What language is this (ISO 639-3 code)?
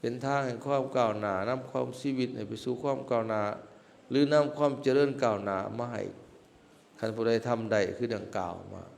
lao